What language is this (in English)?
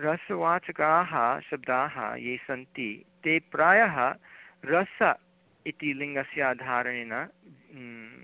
Sanskrit